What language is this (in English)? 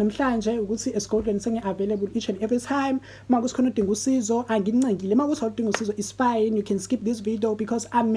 Zulu